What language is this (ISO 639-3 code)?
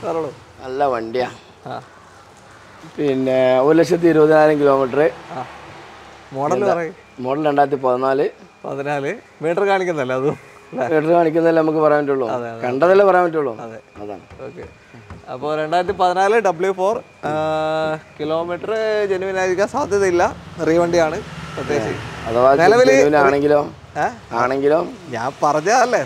mal